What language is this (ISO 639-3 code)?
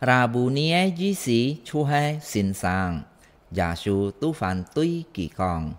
hak